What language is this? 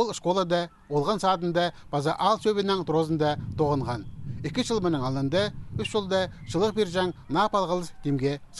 Khakas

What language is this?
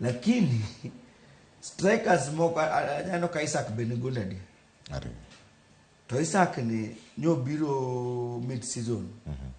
Luo (Kenya and Tanzania)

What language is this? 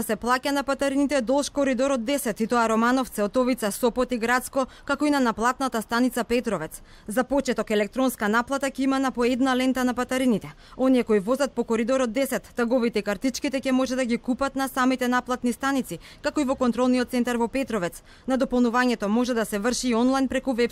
Macedonian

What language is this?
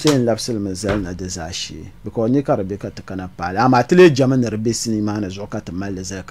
Dagbani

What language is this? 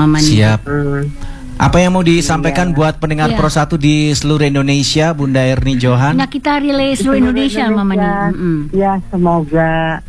Indonesian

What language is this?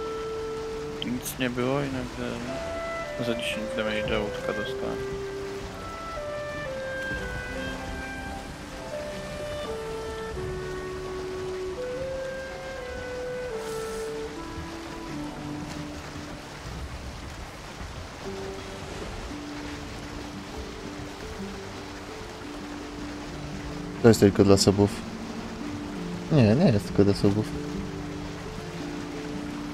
Polish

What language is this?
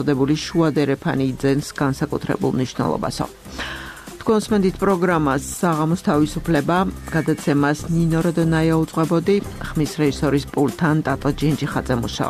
Georgian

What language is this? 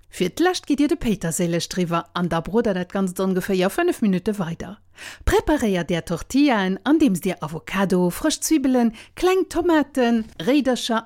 Luxembourgish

